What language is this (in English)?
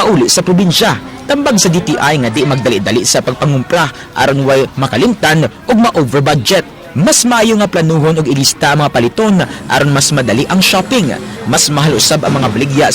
Cebuano